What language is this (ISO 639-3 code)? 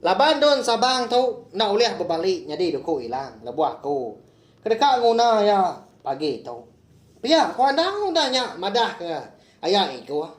iba